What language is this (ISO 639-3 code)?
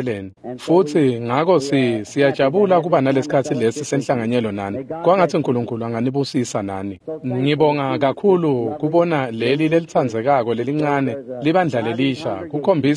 ssw